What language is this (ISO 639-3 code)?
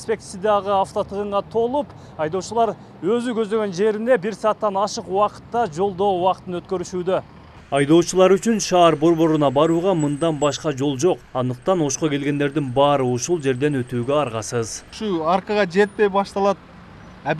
kir